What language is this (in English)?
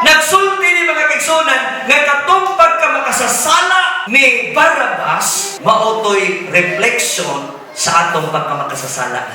Cebuano